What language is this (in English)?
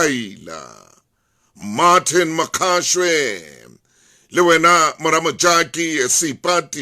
Southern Sotho